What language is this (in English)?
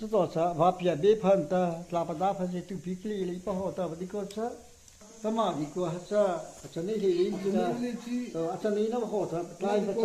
Mara Chin